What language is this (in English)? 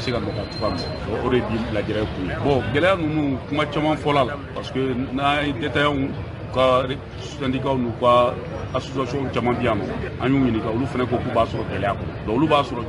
Bambara